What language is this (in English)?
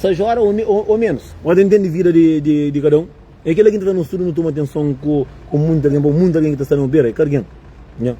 Kabuverdianu